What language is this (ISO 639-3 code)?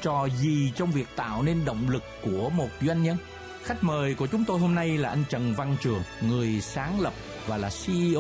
vie